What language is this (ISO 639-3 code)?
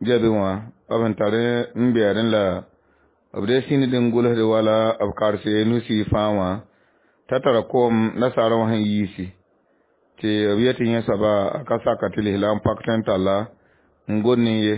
mos